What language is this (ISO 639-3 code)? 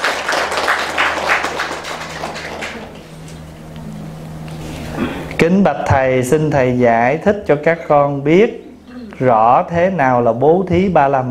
vie